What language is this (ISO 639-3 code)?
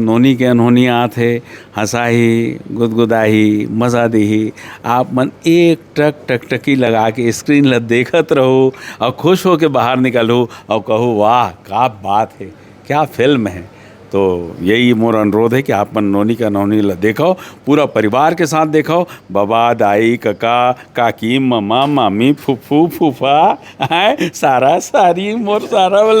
hne